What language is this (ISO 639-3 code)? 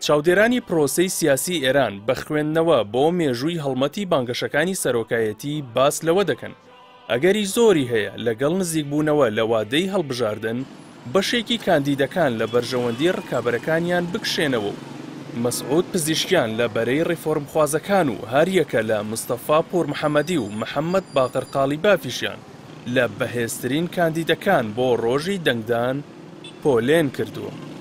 ckb